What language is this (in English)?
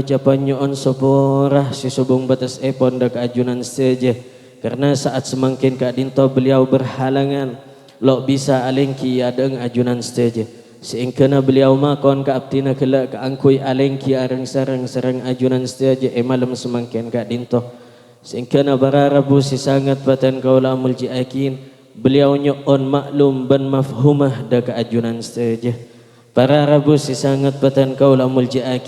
Madurese